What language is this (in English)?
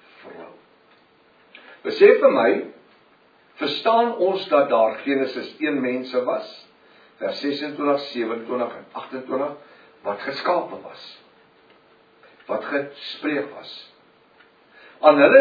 Afrikaans